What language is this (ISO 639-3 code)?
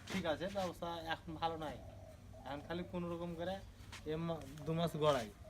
syl